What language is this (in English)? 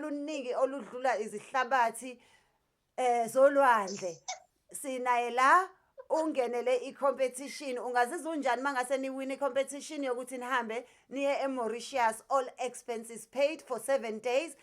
Zulu